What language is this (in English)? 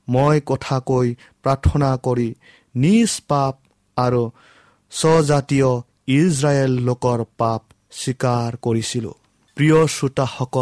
Assamese